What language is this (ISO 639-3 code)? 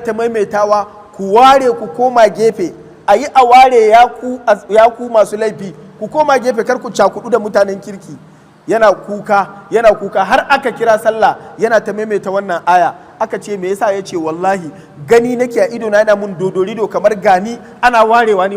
hau